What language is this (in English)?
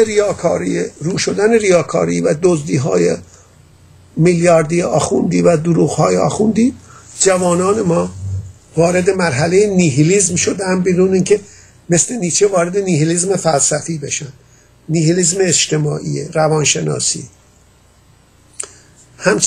Persian